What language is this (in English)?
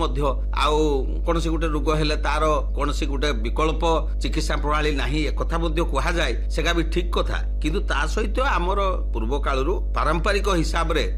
Odia